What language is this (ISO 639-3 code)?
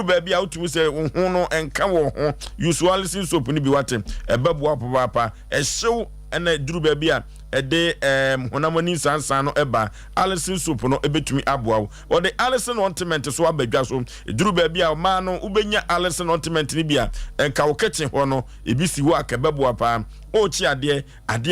aka